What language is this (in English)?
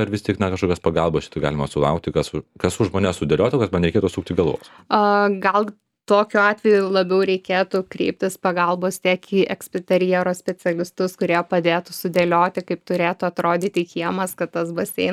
Lithuanian